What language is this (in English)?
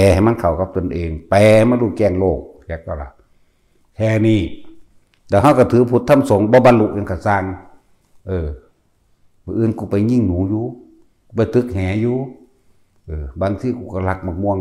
Northeastern Thai